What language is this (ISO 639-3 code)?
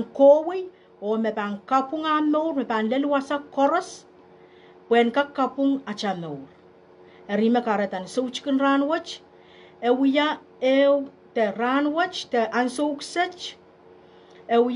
pon